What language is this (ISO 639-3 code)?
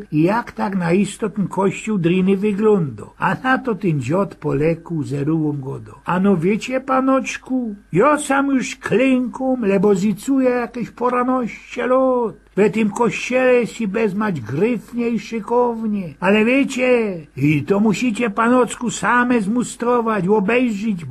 szl